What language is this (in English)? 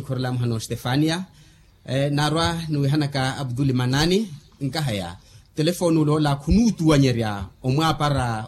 Makhuwa